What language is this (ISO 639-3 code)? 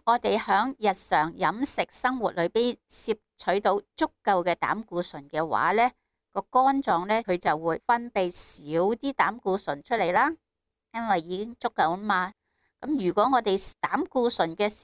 yue